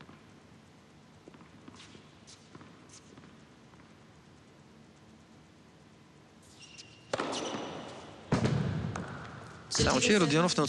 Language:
Bulgarian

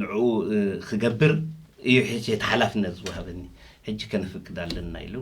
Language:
Tigrinya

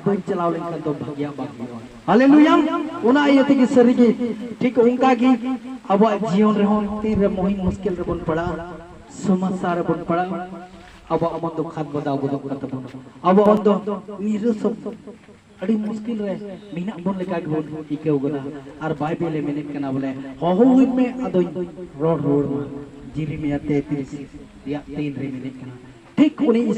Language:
Santali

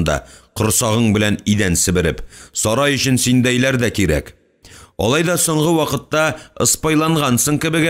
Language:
Tatar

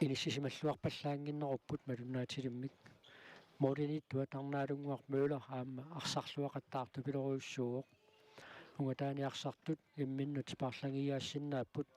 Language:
Kalaallisut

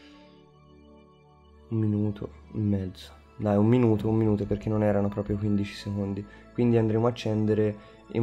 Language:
Italian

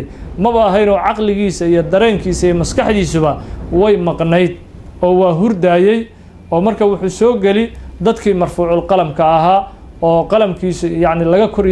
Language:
Somali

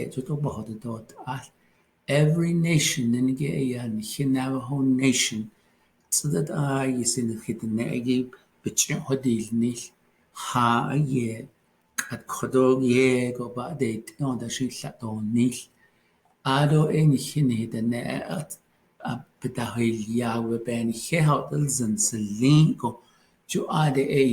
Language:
Navajo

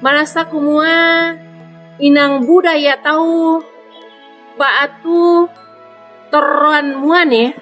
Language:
Toraja-Sa'dan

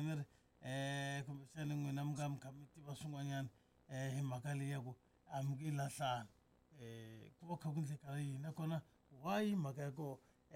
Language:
Tsonga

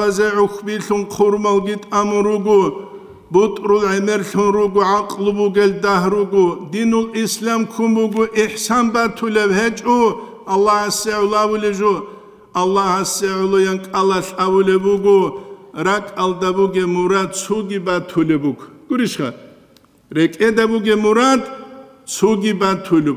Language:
Avaric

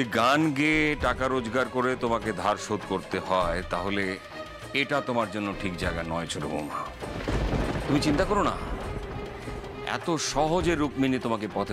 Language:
Bangla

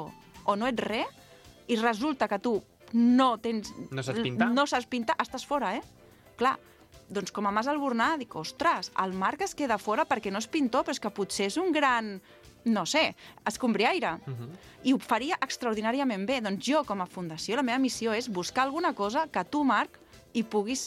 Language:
Catalan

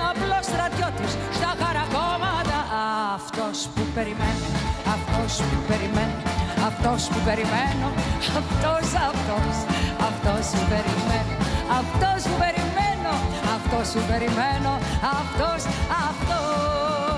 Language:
Greek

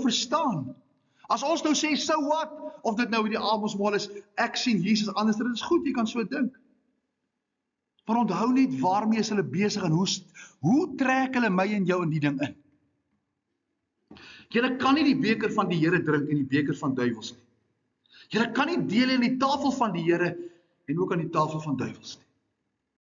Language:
Afrikaans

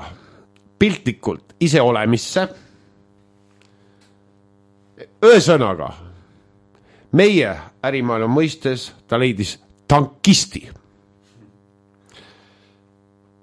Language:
Estonian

